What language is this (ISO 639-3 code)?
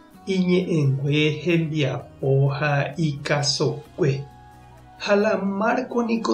grn